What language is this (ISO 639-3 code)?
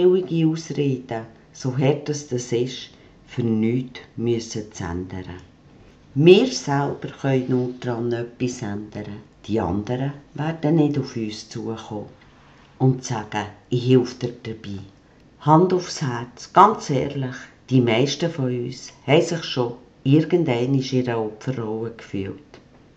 gsw